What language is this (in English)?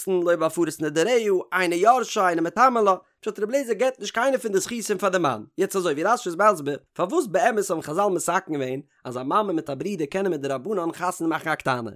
Yiddish